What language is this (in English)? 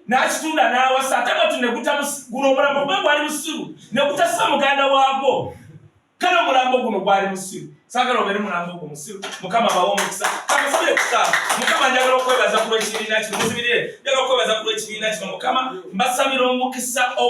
Ganda